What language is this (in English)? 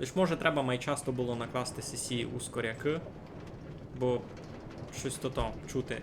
Rusyn